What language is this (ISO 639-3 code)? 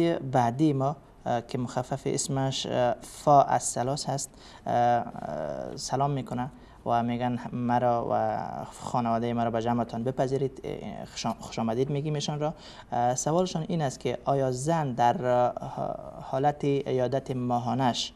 fas